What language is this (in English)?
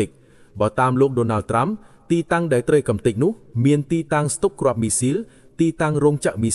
Khmer